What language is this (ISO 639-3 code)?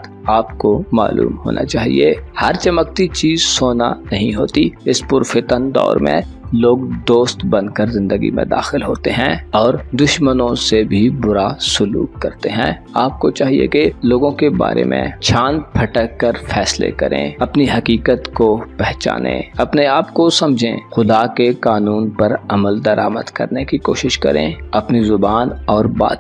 urd